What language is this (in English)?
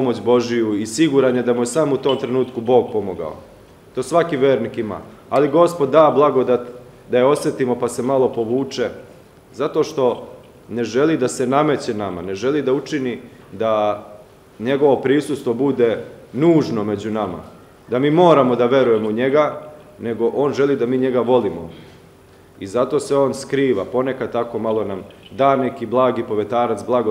Serbian